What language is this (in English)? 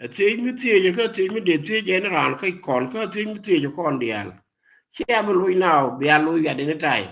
Nuer